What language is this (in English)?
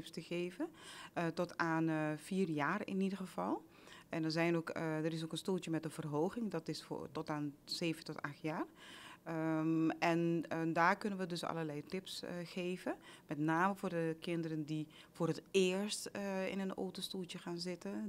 Dutch